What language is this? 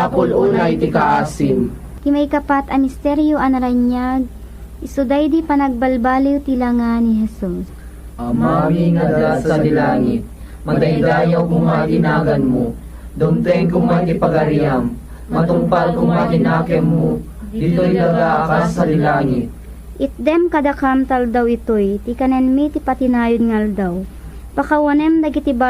Iloko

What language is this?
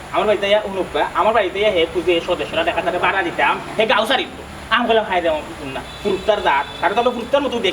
Sylheti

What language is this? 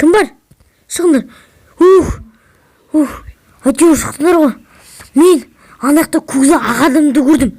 Kazakh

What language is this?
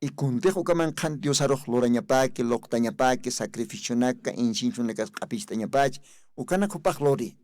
Aymara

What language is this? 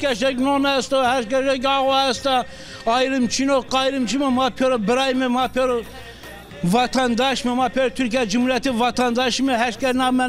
Zaza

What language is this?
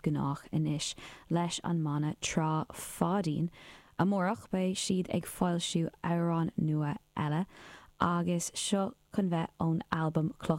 Irish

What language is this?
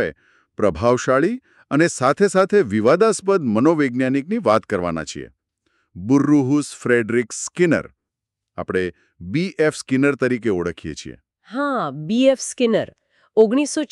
Gujarati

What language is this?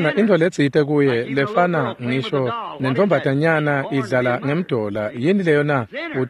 Swati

